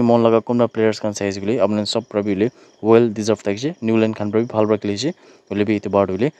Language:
Naga Pidgin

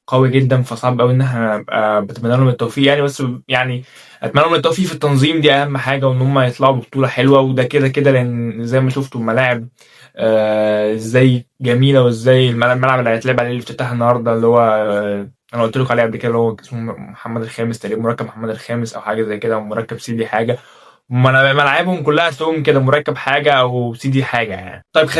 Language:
Egyptian Arabic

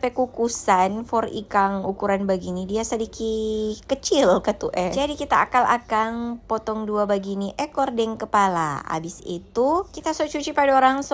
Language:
Manado Malay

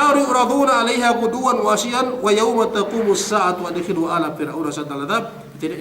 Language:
Yakan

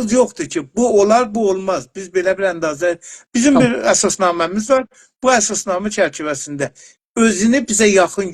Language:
South Azerbaijani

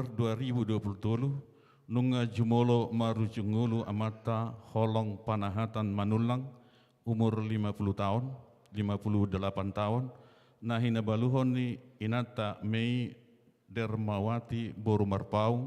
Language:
Batak Toba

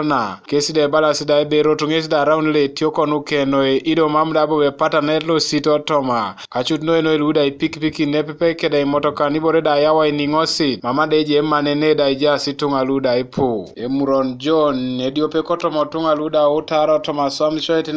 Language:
Teso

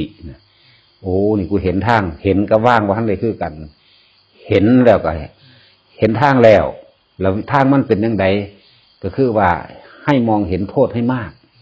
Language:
Northeastern Thai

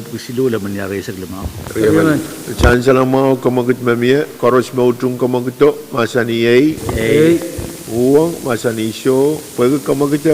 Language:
Pohnpeian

